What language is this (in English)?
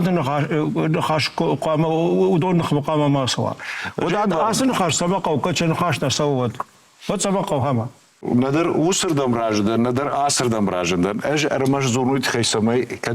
Ossetic